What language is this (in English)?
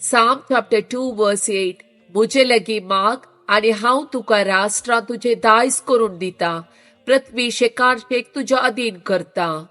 Konkani